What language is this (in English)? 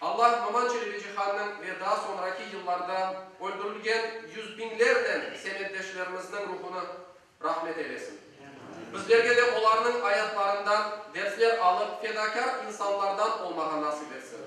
Crimean Tatar